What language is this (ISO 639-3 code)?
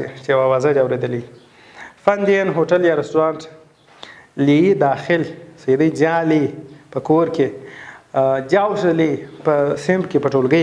pus